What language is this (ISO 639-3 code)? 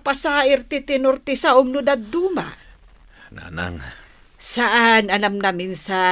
ilo